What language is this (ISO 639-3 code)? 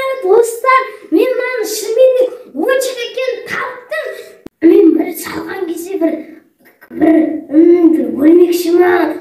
kaz